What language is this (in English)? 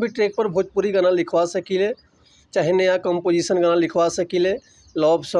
Bhojpuri